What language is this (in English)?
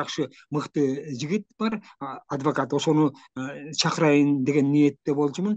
Kyrgyz